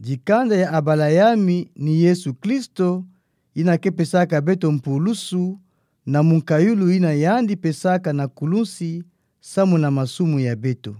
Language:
Kituba (Democratic Republic of Congo)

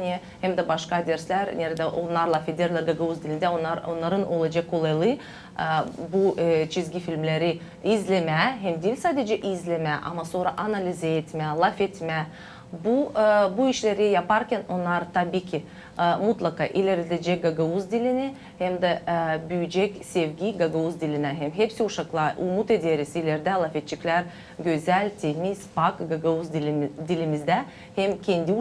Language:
Gagauz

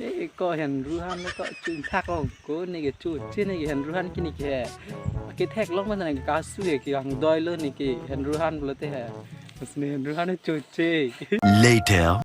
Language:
Karbi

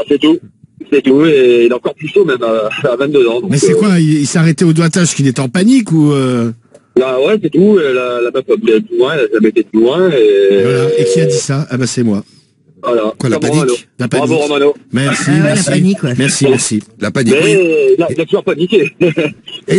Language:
French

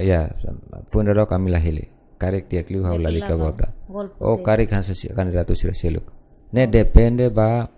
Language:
Tetum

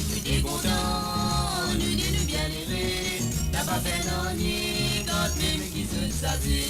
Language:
Morisyen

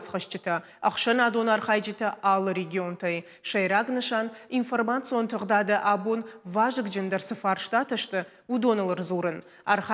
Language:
Ossetic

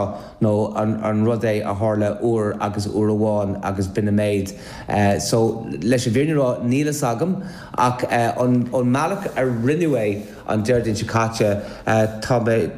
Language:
Irish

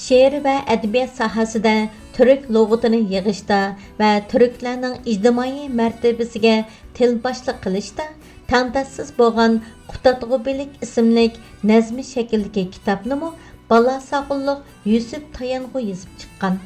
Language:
Uyghur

